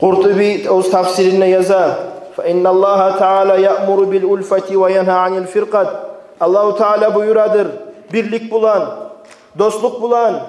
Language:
Kumyk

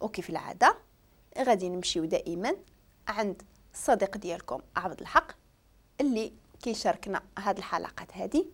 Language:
Moroccan Arabic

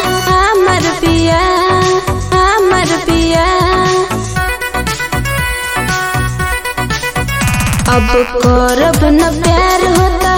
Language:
Bhojpuri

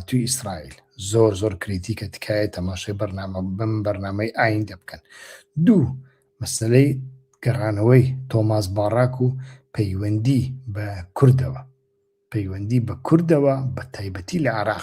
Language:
Central Kurdish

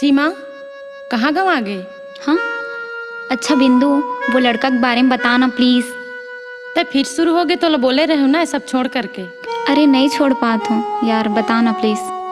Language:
Chhattisgarhi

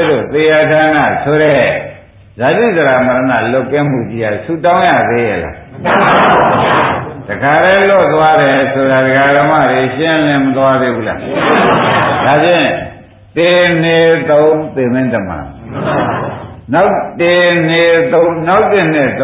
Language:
Burmese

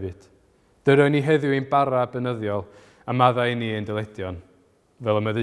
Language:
Welsh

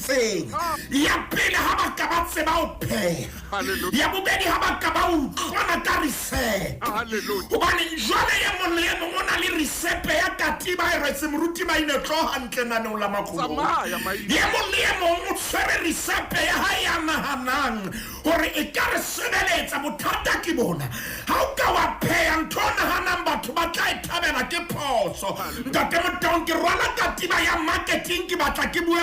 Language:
Southern Sotho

